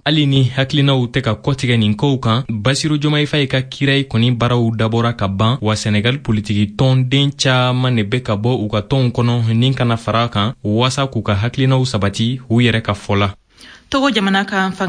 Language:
Bambara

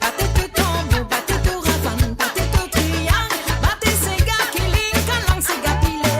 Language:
Morisyen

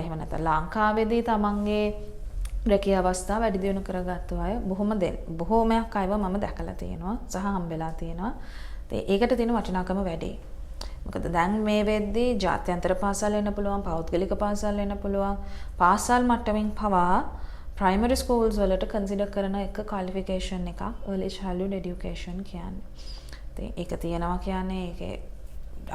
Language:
Sinhala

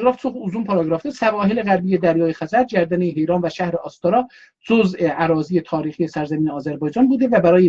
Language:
South Azerbaijani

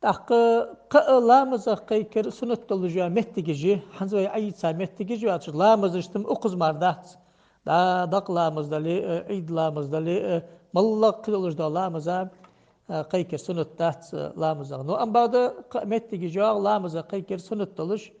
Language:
Ingush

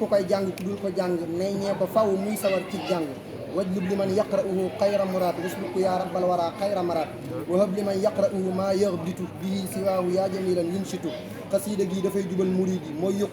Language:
Wolof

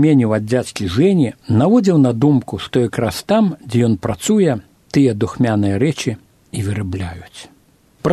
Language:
Belarusian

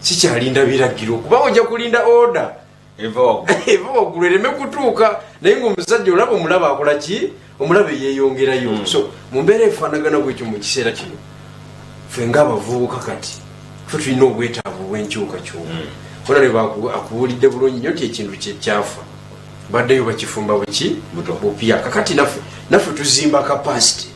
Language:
Ganda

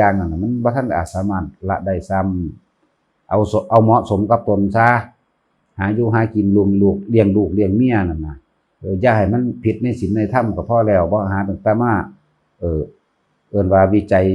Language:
Northeastern Thai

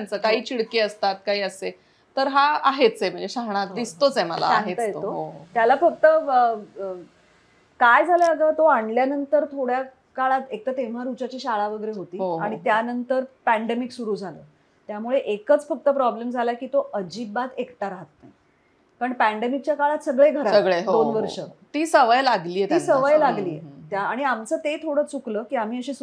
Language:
Marathi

